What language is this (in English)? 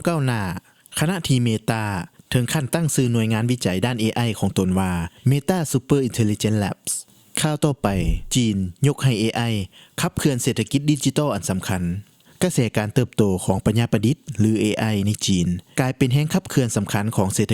Lao